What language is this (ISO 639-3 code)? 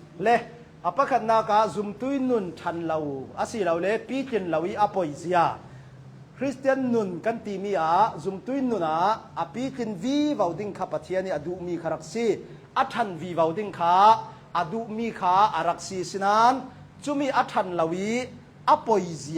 cnh